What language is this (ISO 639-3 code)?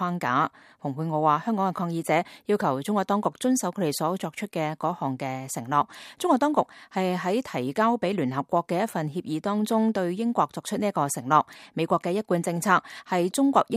yue